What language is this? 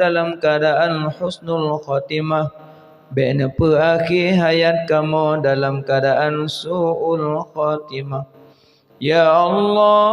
Achinese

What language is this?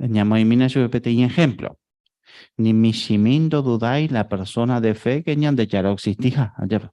Guarani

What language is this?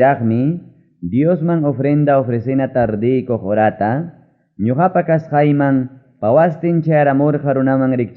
Ayacucho Quechua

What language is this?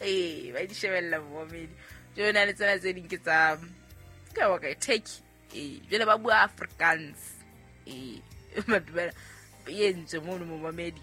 Southern Sotho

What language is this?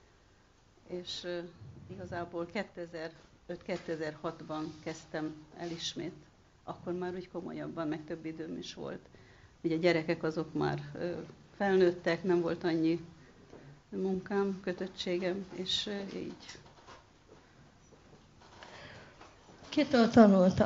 Hungarian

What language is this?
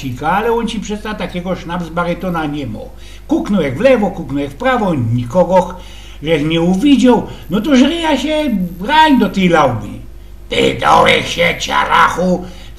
Silesian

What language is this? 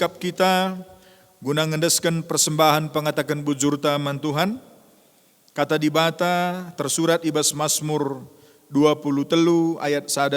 Batak Karo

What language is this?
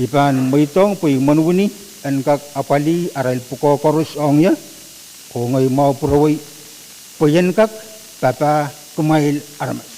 Pohnpeian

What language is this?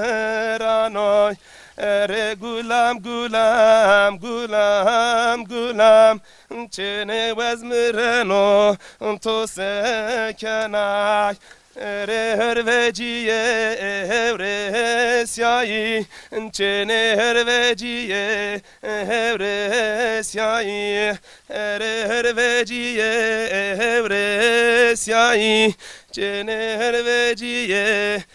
Zaza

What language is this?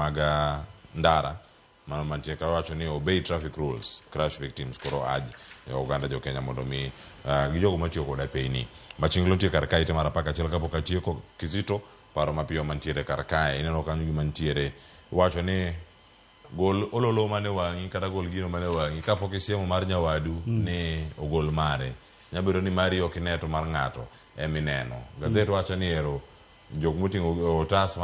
Luo (Kenya and Tanzania)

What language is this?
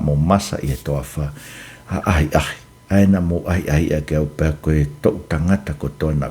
Tongan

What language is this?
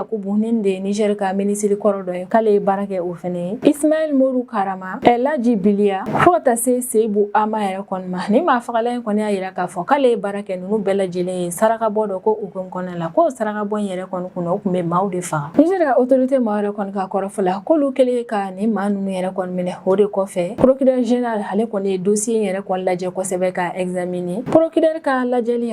Bambara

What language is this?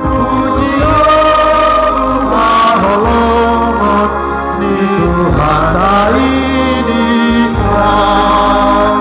Batak Toba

